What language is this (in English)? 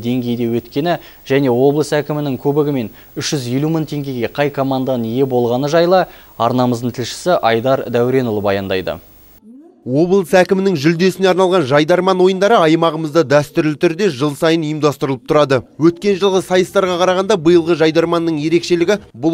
Kazakh